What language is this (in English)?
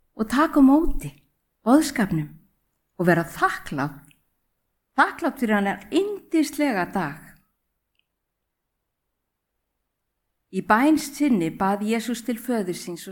Icelandic